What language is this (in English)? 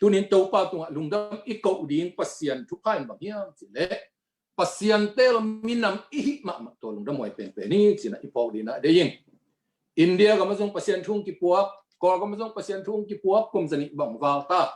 Tedim Chin